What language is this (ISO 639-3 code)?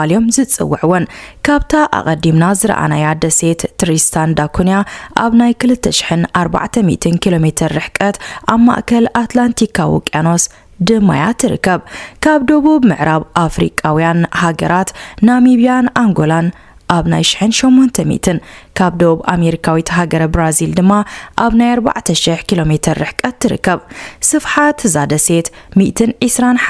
tir